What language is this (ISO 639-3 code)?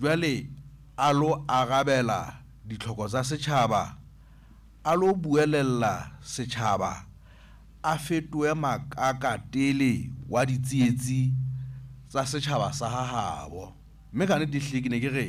sot